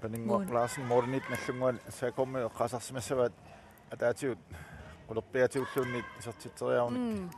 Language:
Kalaallisut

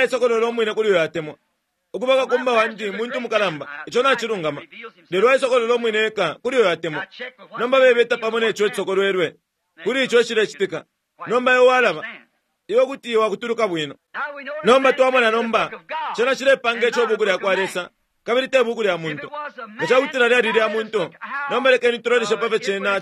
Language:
Bemba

